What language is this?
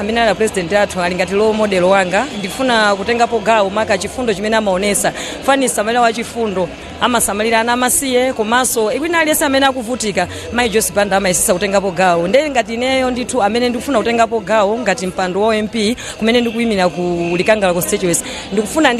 Nyanja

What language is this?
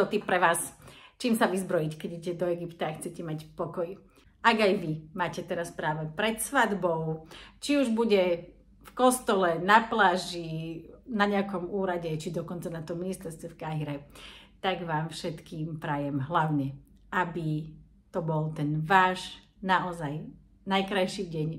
Slovak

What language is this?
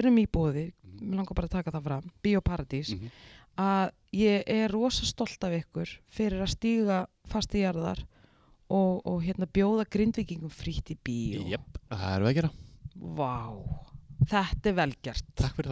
Icelandic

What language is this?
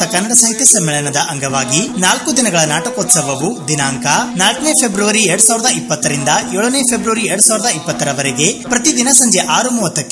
Kannada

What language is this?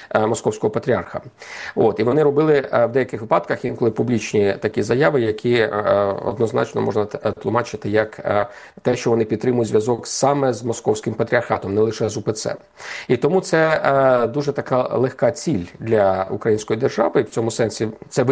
Ukrainian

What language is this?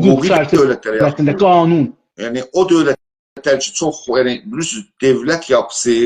South Azerbaijani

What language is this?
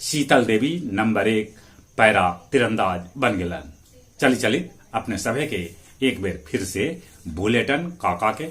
Magahi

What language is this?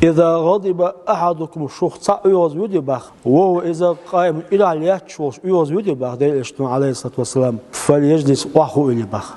Chechen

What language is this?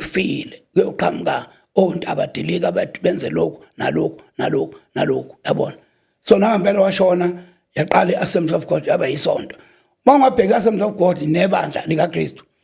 Zulu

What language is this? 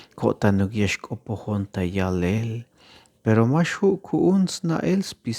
Tzeltal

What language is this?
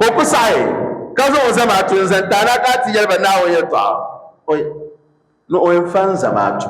Dagbani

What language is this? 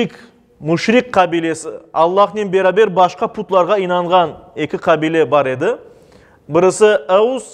Crimean Tatar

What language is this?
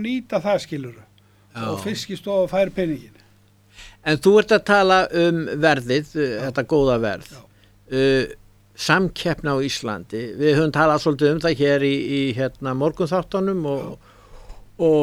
Icelandic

